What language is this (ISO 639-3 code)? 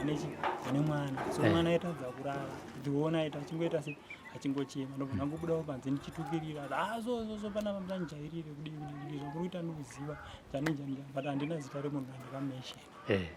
sna